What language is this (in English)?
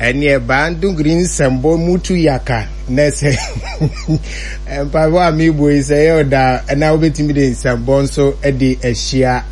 Akan